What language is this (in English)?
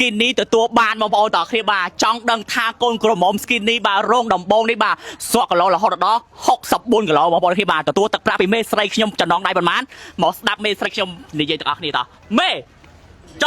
Khmer